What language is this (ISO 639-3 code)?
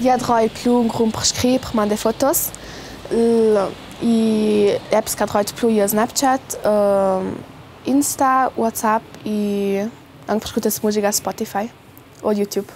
lld